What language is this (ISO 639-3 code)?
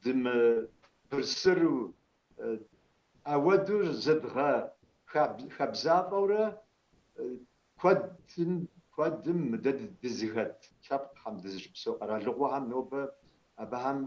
kbd